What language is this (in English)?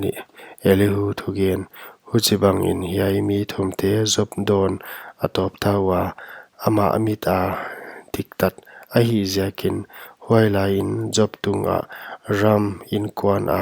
Paite Chin